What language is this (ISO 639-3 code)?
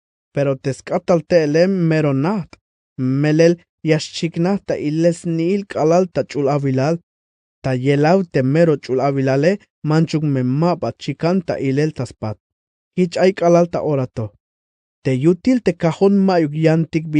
tzh